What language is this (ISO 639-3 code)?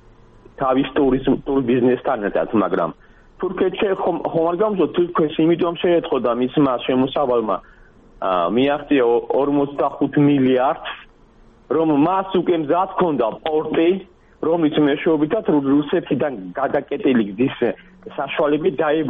kat